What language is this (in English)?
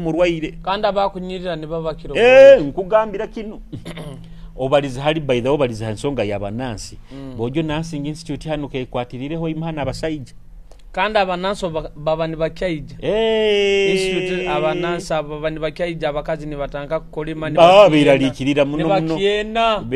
Nyoro